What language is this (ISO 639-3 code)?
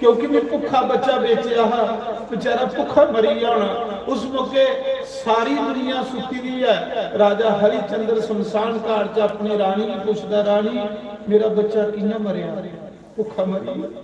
doi